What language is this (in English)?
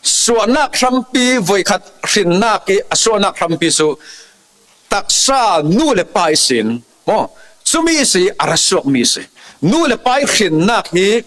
Falam Chin